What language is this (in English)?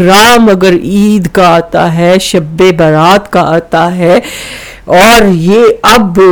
Urdu